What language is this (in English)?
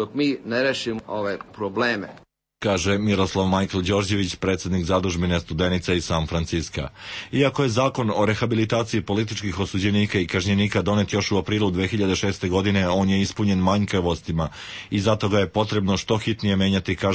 Serbian